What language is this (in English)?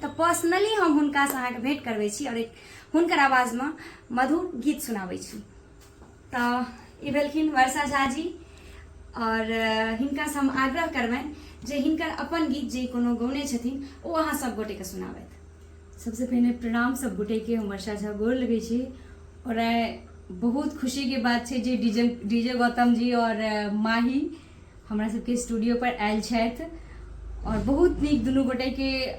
Maithili